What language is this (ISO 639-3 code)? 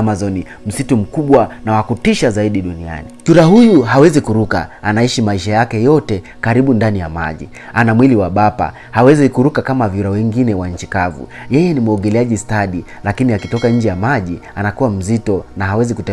swa